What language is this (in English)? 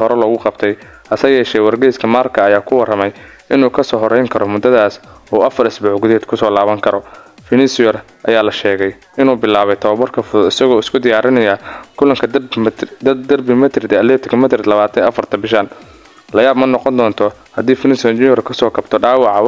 Somali